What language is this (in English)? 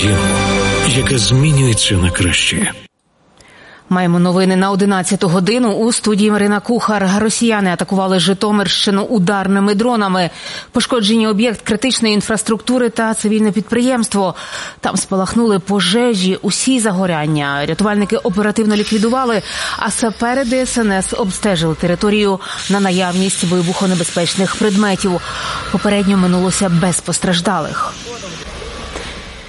Ukrainian